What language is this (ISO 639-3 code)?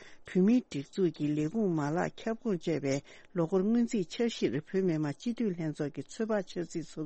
bod